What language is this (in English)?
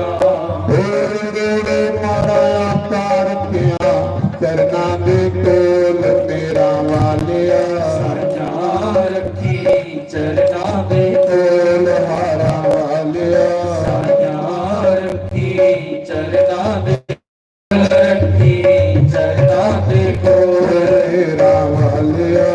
Dogri